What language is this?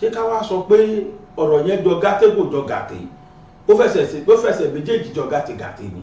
Yoruba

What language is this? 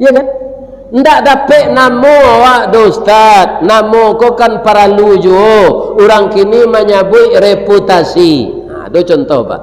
Minangkabau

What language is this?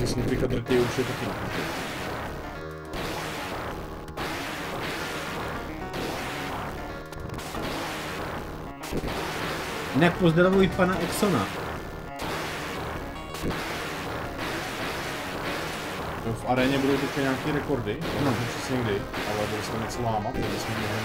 Czech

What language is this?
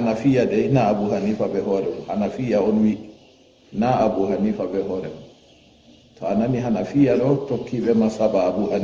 Fula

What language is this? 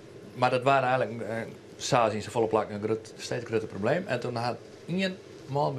Western Frisian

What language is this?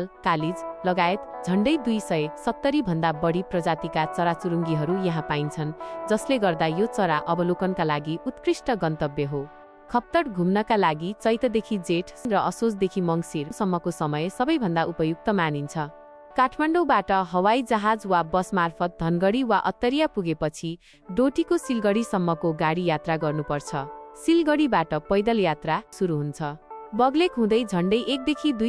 Nepali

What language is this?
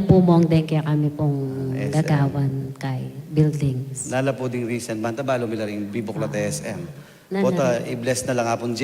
Pampanga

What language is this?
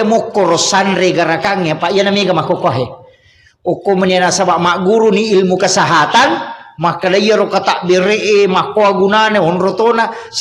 Buginese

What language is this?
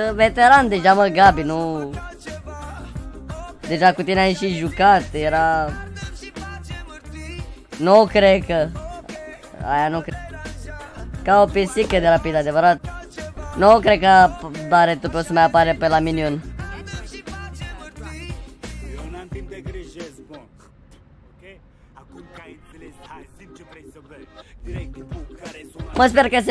Romanian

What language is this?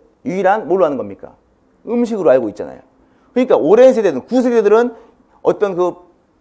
Korean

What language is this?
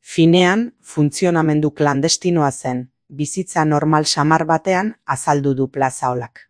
Basque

